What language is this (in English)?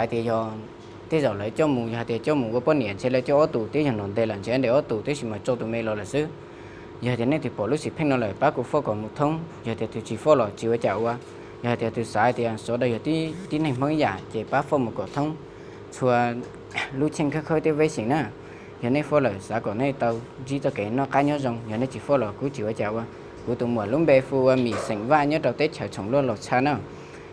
Hmong